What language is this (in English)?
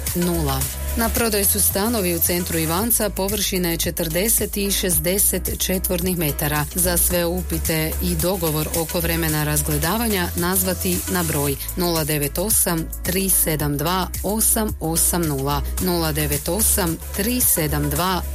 Croatian